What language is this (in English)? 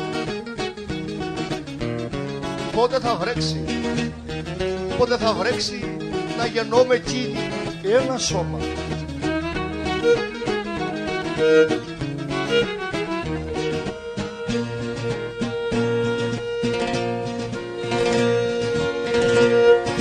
Greek